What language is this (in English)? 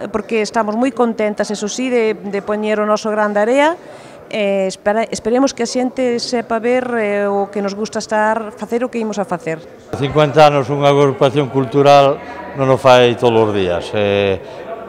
Galician